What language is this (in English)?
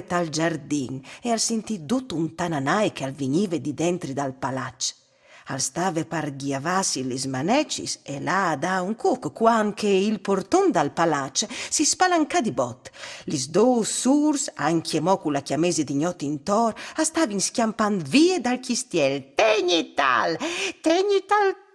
Friulian